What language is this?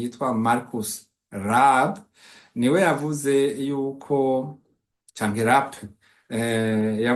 Rundi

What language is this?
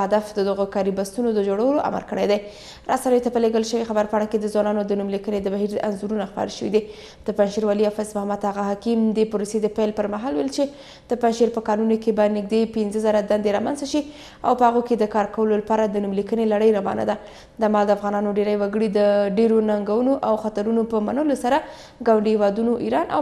Pashto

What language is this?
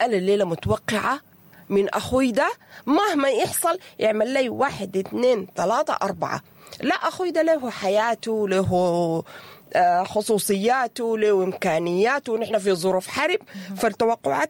Sudanese Arabic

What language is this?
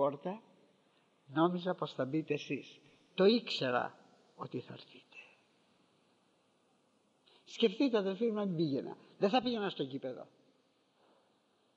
Greek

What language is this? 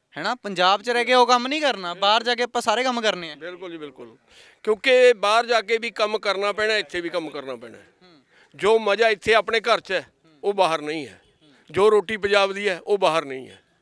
Punjabi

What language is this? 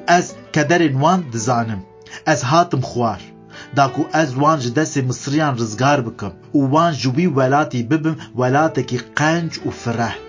Kurdish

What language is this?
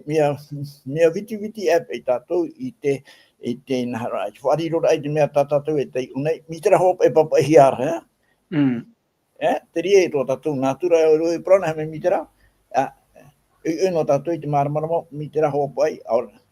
Tahitian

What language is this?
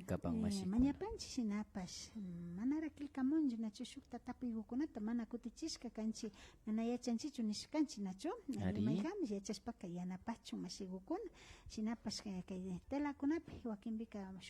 Imbabura Highland Quichua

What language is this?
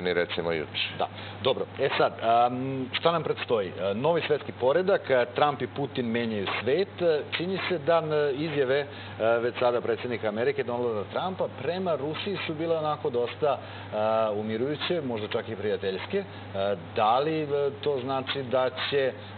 Serbian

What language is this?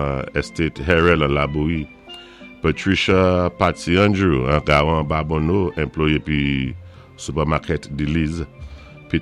Saint Lucian Creole French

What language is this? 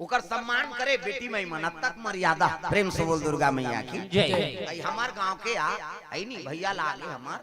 Chhattisgarhi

